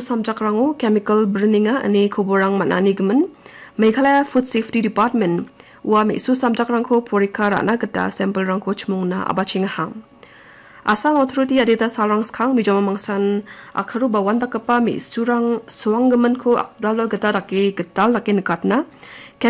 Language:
Garo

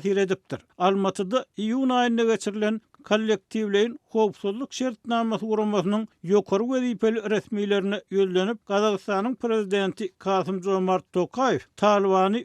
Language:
Turkmen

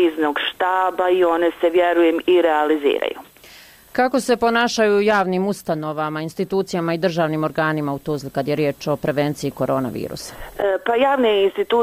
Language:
Bosnian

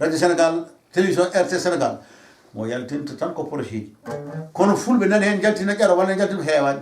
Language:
Fula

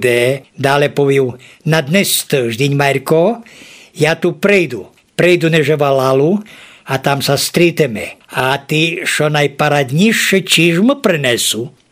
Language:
Rusyn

